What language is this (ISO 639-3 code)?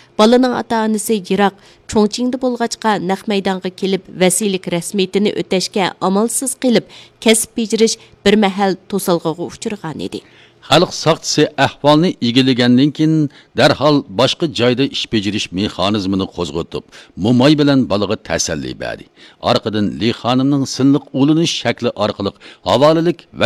uig